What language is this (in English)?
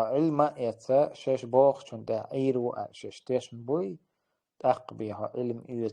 Chechen